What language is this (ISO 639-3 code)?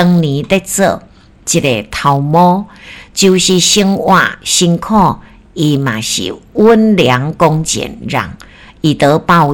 nan